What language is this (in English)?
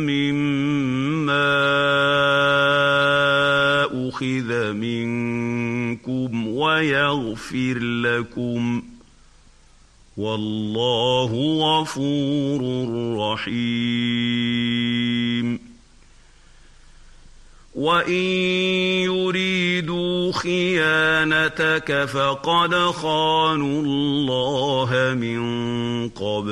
Arabic